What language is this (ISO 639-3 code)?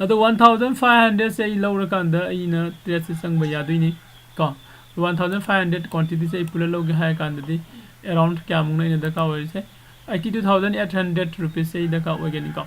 mni